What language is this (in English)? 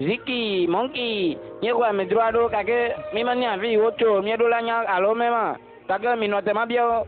Ewe